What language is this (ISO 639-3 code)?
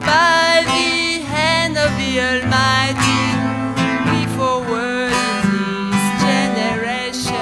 rcf